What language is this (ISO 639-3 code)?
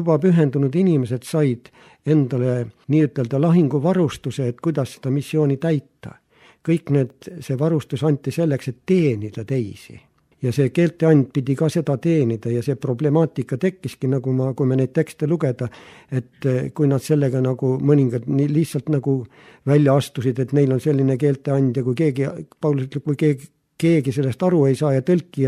est